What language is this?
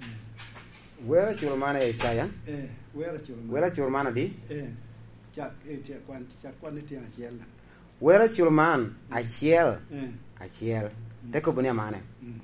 Lango (Uganda)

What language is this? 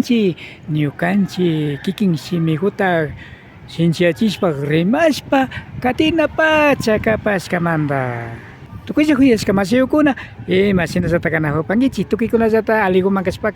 Imbabura Highland Quichua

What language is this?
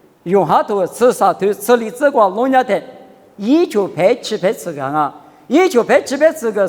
Lisu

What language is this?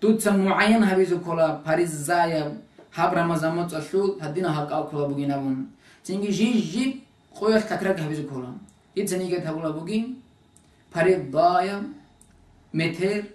Avaric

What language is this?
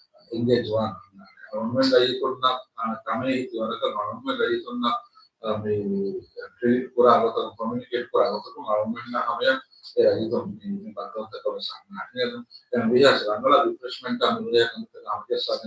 Divehi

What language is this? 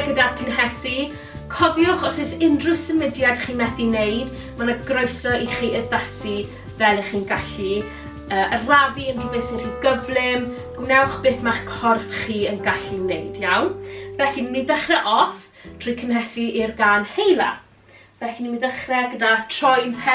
Welsh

